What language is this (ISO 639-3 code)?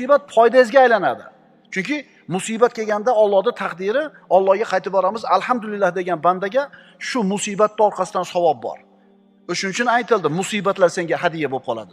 uzb